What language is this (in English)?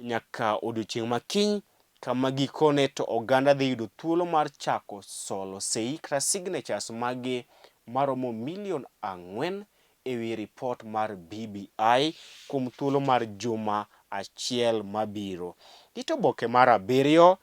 Luo (Kenya and Tanzania)